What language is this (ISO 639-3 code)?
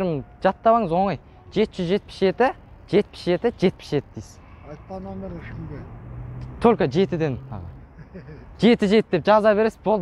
kaz